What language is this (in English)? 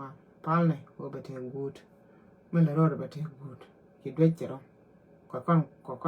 Nuer